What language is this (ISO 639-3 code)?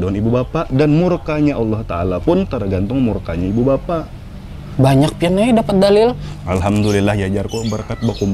bjn